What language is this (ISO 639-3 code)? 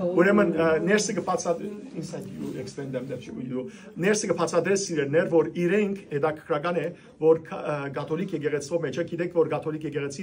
hyw